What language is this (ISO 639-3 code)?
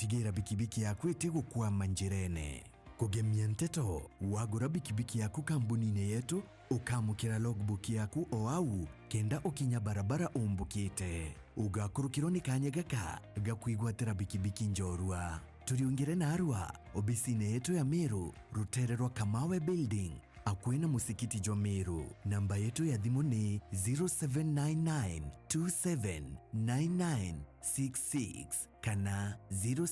mer